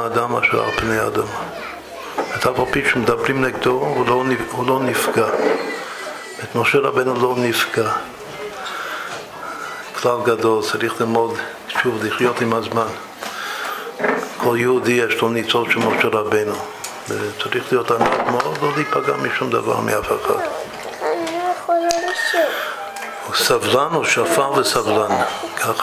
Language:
Hebrew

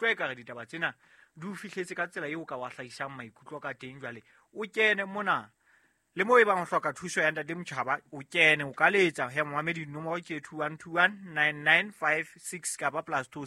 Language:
Southern Sotho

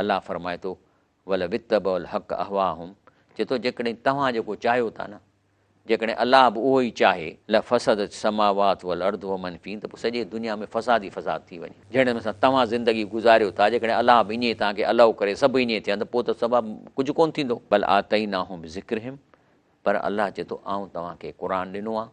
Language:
Sindhi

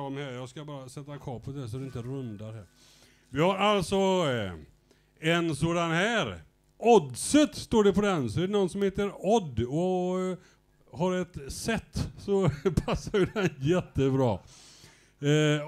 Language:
Swedish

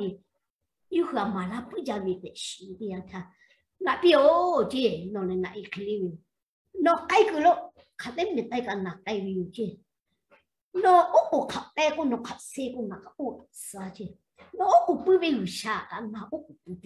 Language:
Lahu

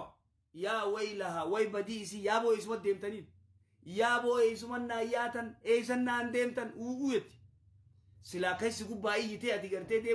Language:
Oromo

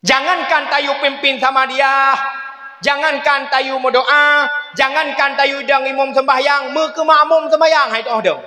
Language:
Achinese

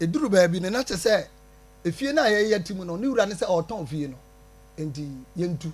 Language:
Akan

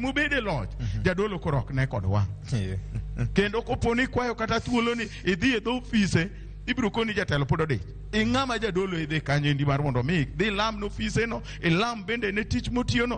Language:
Luo (Kenya and Tanzania)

